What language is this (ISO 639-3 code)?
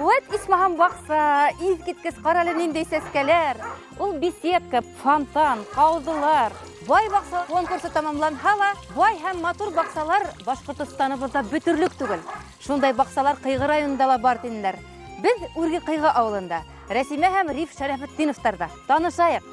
bak